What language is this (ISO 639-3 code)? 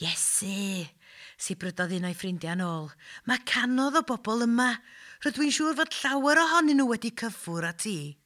cym